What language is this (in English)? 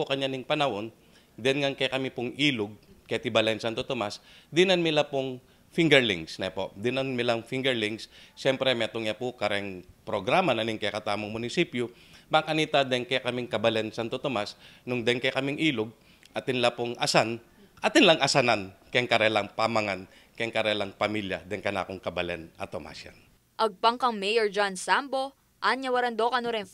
Pampanga